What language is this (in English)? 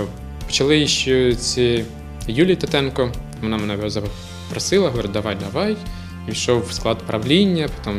Ukrainian